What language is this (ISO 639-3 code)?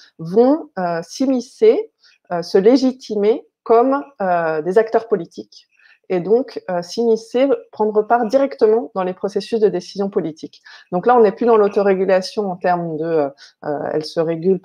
fra